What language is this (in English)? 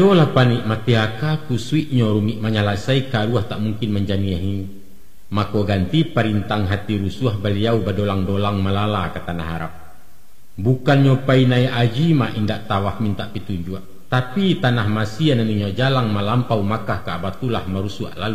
Minangkabau